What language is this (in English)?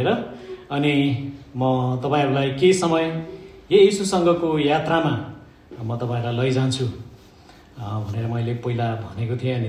Nepali